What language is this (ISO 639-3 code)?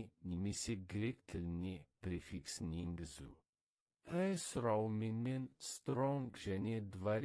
kaz